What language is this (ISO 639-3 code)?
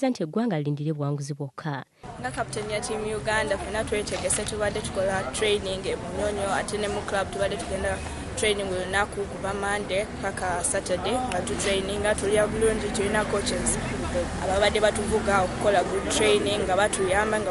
lug